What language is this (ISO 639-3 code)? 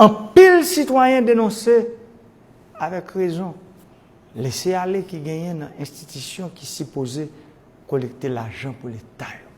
hat